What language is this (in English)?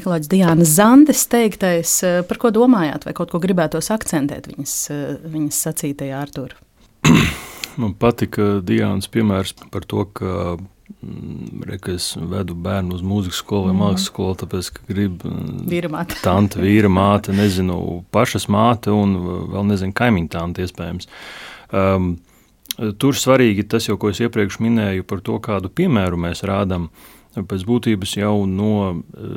Latvian